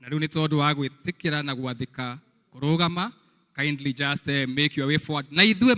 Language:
Kikuyu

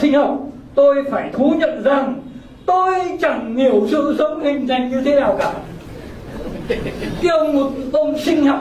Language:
Vietnamese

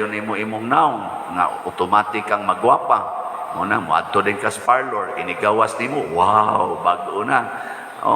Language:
Cebuano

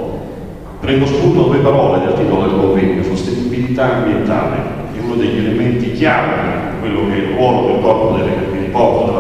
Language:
Italian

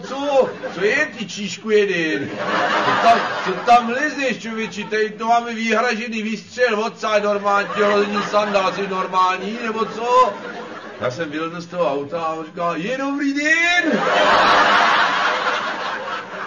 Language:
Czech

